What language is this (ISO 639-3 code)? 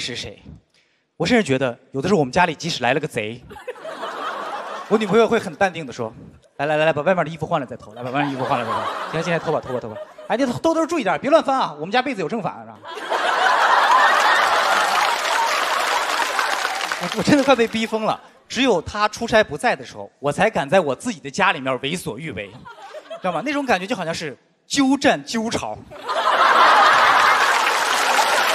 zho